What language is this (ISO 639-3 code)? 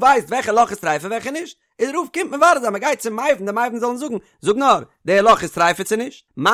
yid